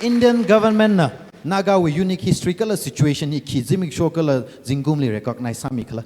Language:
Tangkhul Naga (India)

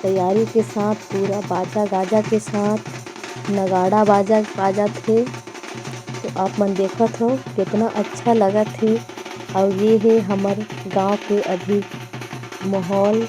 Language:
Chhattisgarhi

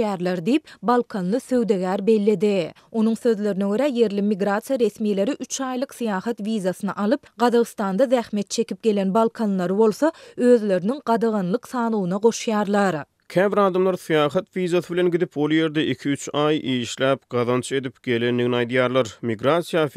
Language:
Turkmen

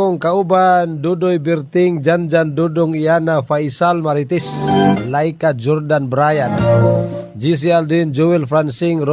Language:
Cebuano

